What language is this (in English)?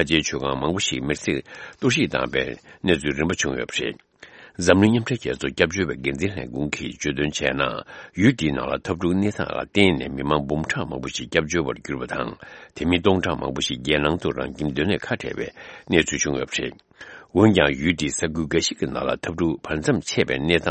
Tibetan